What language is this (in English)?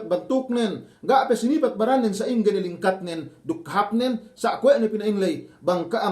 Yakan